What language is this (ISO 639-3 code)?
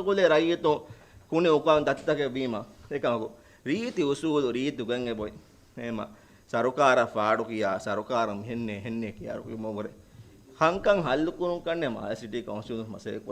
div